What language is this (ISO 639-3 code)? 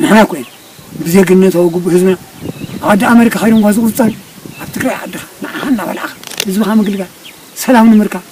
tir